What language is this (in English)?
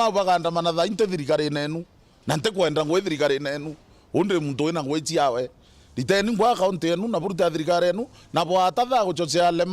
Meru